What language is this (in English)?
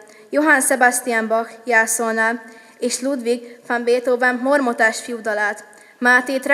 Hungarian